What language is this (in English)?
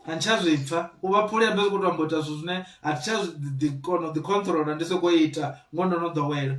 Venda